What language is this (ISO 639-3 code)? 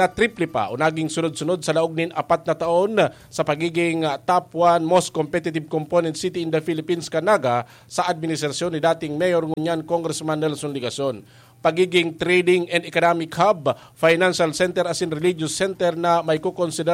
bik